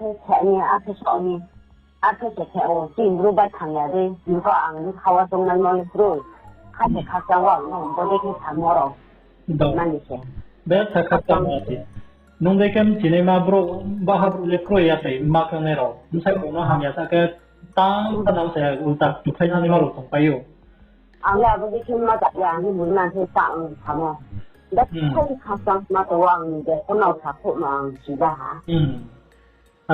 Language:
Riang (India)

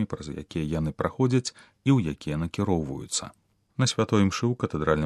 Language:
Belarusian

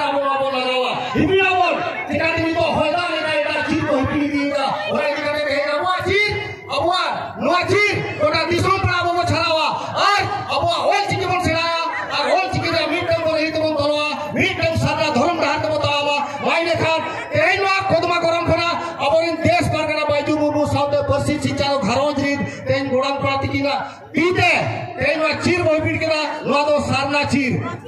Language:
Santali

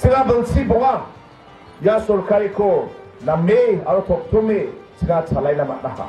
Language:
Garo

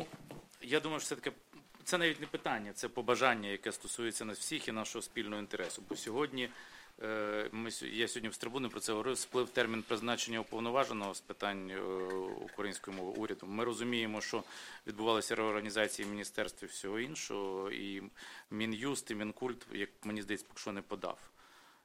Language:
Ukrainian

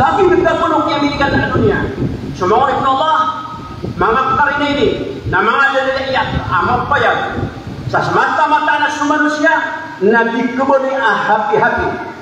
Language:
Maranao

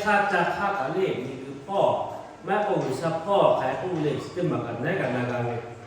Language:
Lahu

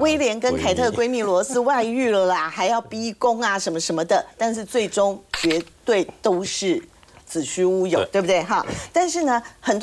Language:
Chinese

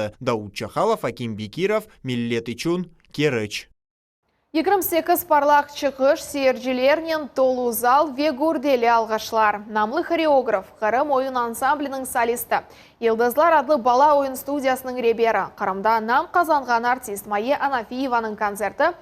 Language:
Crimean Tatar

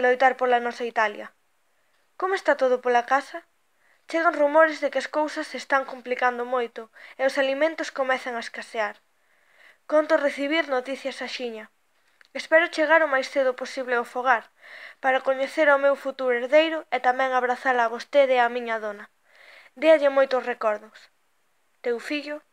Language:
Galician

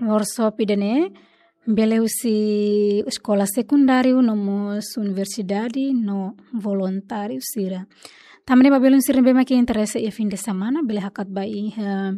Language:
Tetum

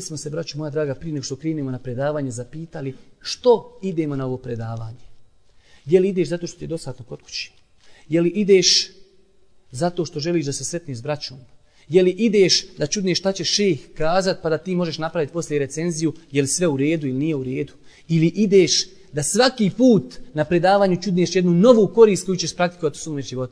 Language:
Bosnian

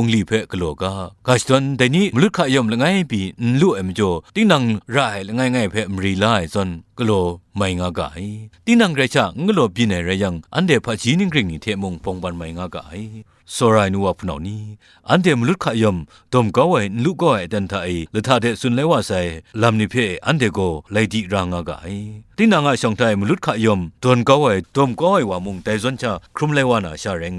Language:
Kachin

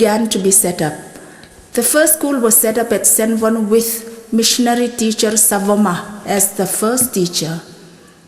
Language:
Hmar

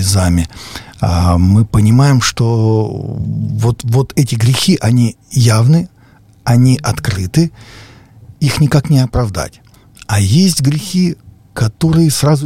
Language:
Russian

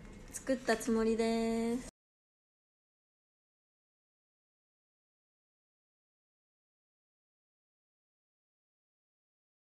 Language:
Japanese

